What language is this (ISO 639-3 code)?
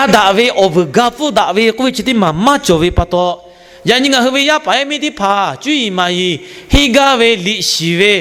lhu